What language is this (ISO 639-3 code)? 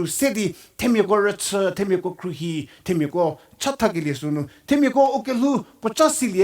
njm